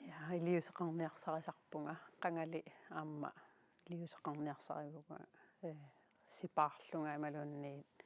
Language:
Kalaallisut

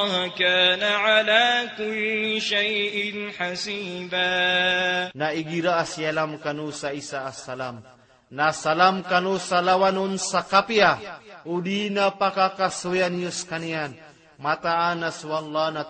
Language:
Maranao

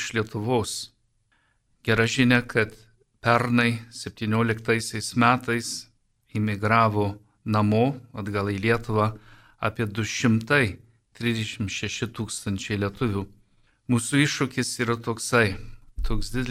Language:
Lithuanian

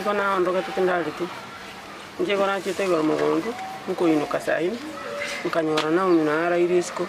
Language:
Gusii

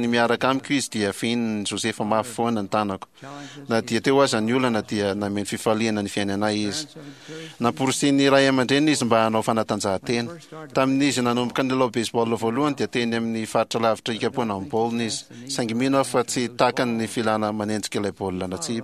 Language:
Malagasy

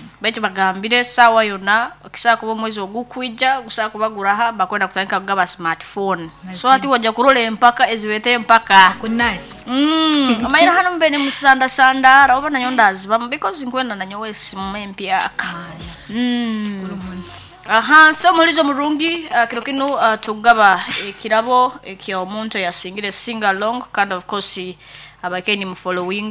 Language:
Nyoro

